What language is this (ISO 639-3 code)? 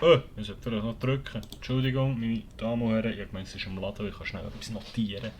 gsw